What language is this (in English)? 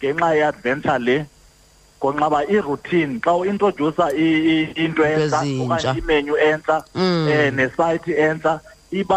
Xhosa